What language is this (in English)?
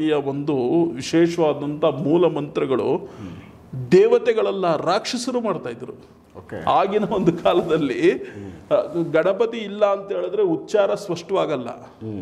Kannada